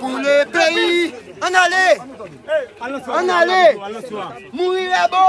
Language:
Haitian Creole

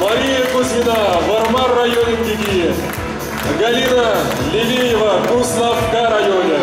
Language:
Chuvash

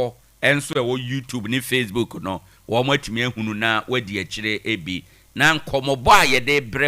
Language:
Akan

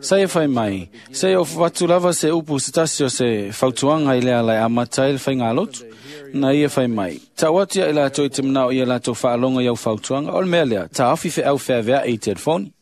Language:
Samoan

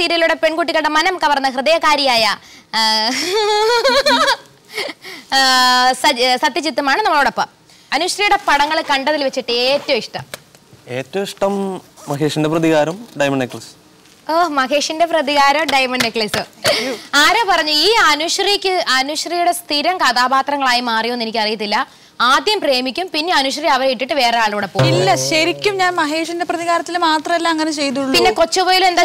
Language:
Malayalam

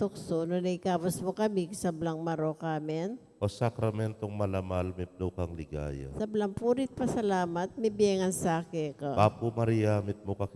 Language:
Pampanga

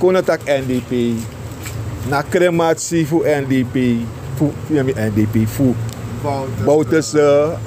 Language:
Sranan Tongo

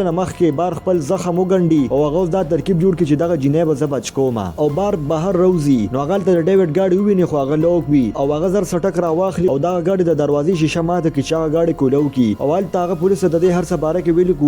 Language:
Pashto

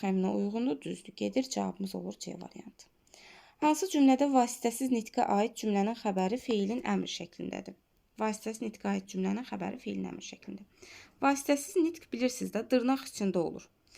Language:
Azerbaijani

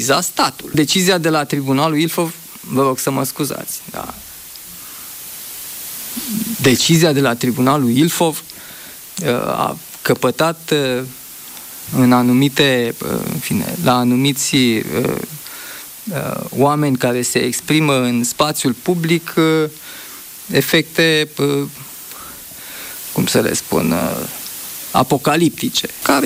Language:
Romanian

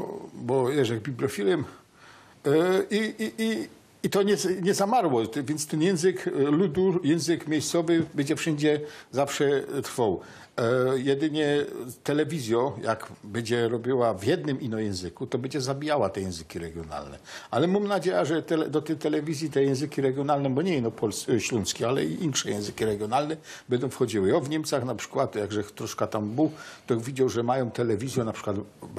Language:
Silesian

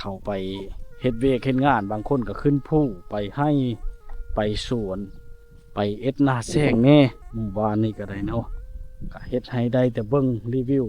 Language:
Lao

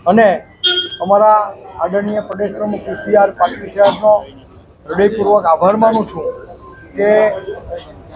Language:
Gujarati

